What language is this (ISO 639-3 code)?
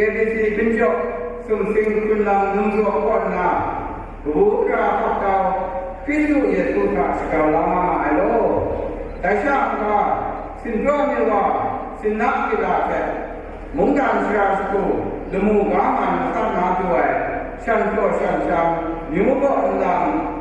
kac